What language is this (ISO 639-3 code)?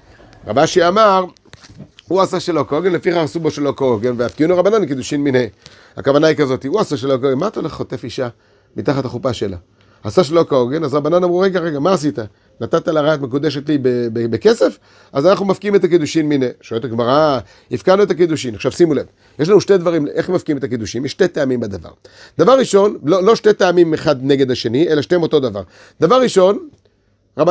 heb